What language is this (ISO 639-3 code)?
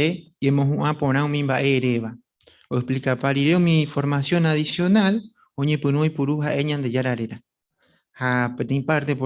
grn